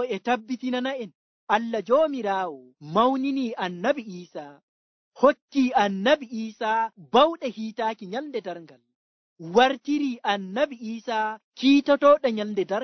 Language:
Nigerian Fulfulde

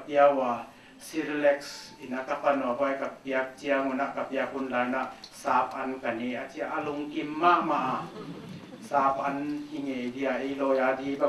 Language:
Paite Chin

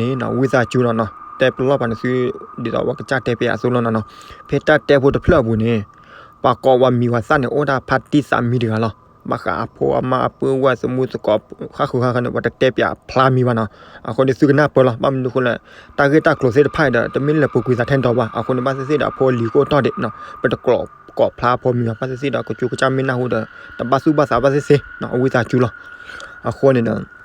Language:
S'gaw Karen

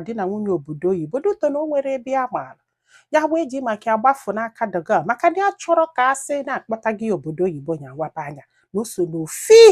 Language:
Igbo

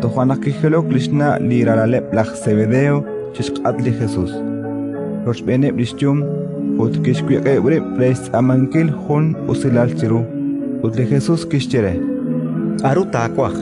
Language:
Kekchí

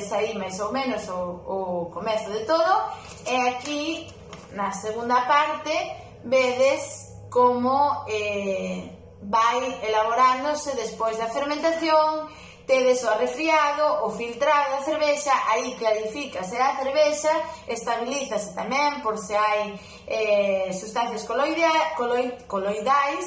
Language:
Galician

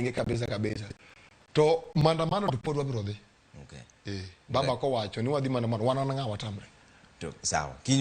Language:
Luo (Kenya and Tanzania)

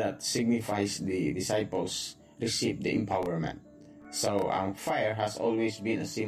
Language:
Hiligaynon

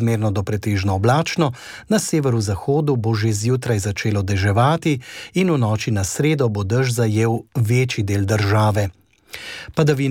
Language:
Slovenian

